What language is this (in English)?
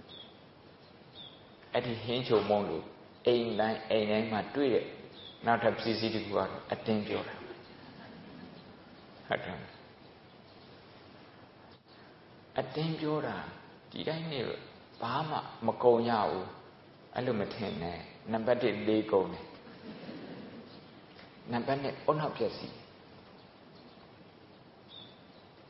Burmese